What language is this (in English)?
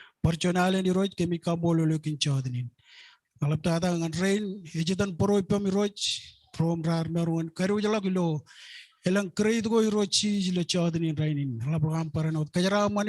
Marshallese